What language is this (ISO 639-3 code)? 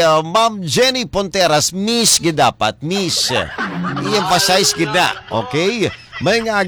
hil